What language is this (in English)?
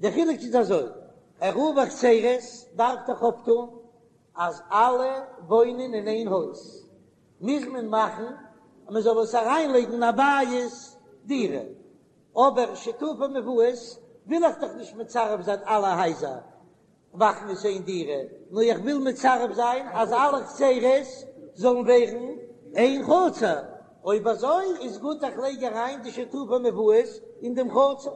Yiddish